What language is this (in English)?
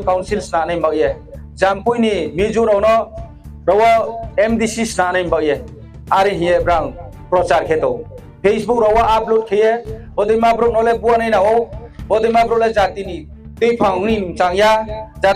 Riang (India)